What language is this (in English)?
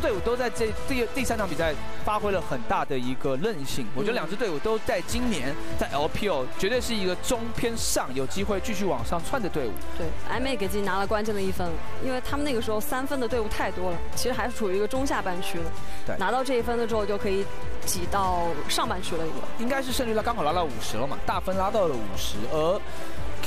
Chinese